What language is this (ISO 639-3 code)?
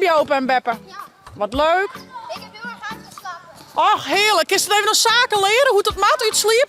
fry